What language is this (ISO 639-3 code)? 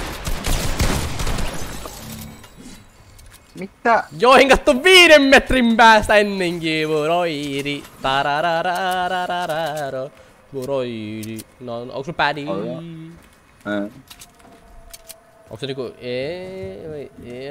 fin